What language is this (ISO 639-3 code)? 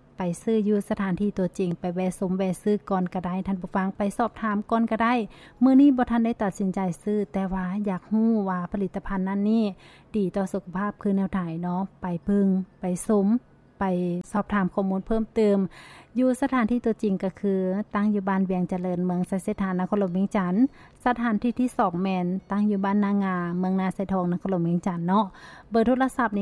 lao